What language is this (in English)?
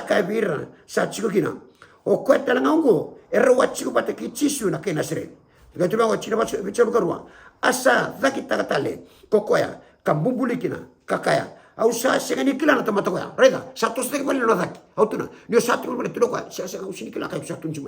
Fijian